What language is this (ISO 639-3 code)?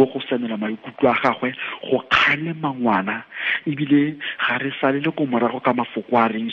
tsn